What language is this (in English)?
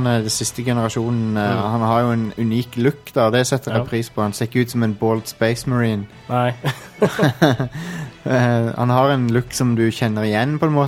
Norwegian